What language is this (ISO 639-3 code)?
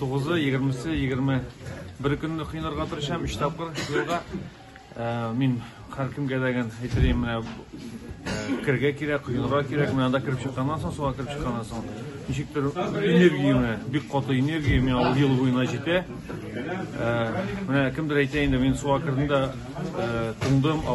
tat